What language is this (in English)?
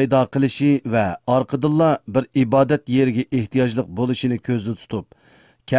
Uyghur